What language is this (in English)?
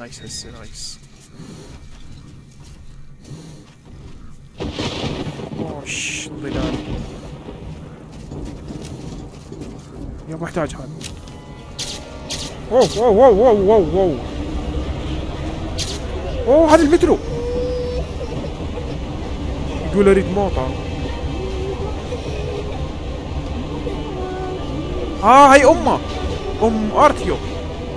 Mesopotamian Arabic